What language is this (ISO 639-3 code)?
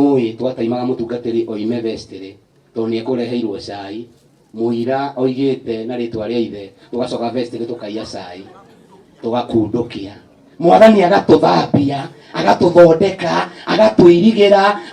kik